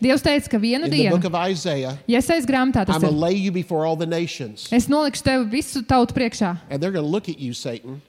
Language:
Latvian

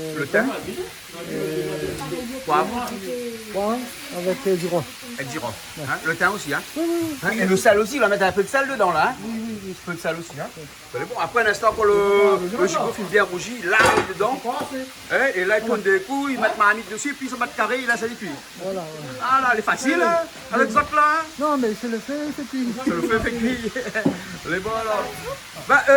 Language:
Réunion Creole French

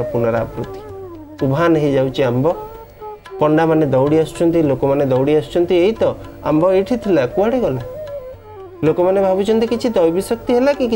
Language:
Odia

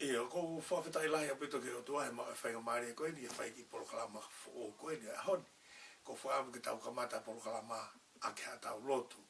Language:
Tongan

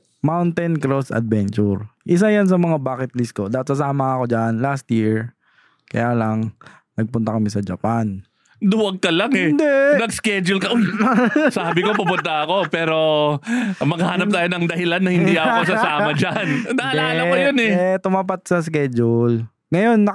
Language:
Filipino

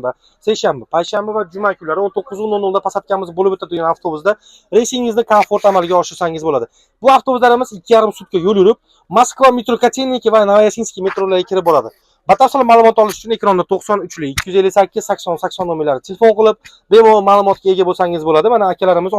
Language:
Uzbek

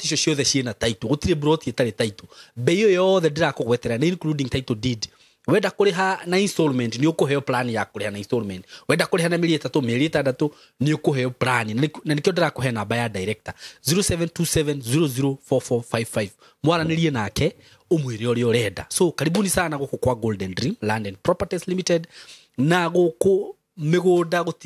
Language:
Kikuyu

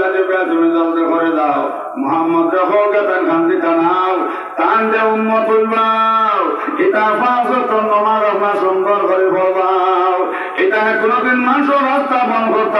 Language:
Sylheti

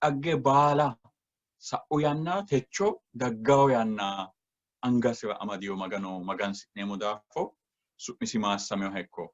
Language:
Sidamo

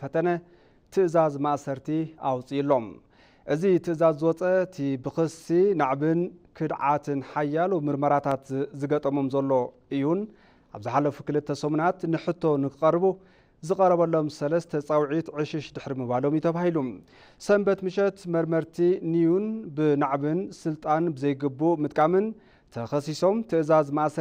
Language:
Tigrinya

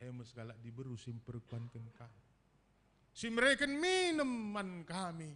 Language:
Batak Karo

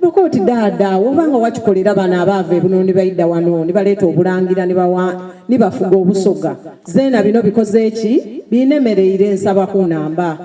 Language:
Soga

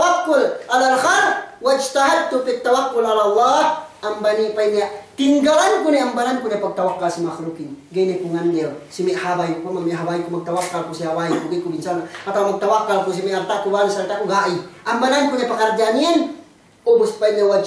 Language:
Yakan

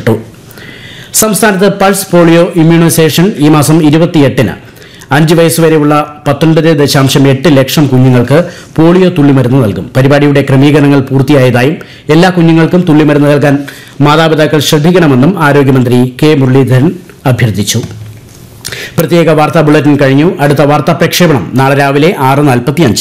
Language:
Malayalam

